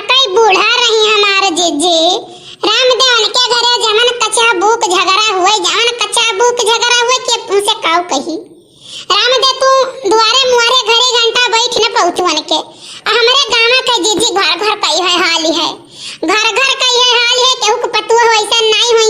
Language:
Awadhi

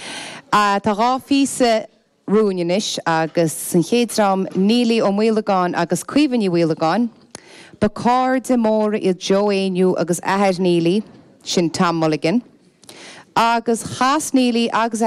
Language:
Irish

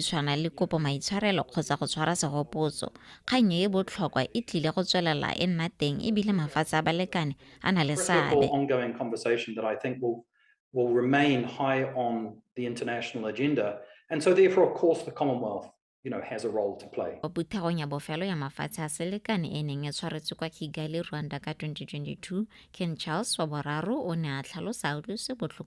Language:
Tswana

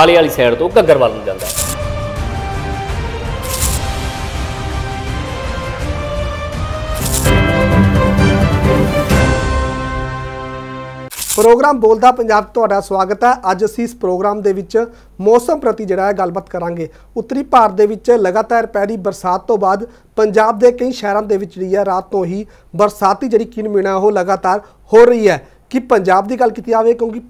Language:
Punjabi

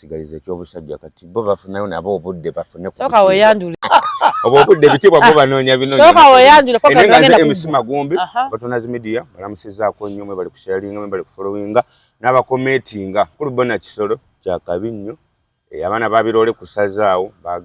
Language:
Ganda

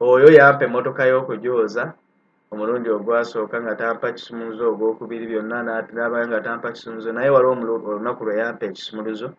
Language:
Ganda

